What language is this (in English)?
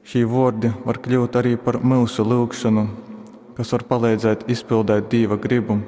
Latgalian